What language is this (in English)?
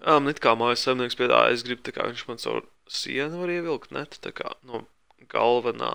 Latvian